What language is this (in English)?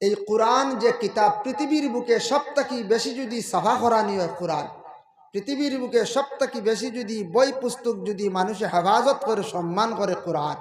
Sylheti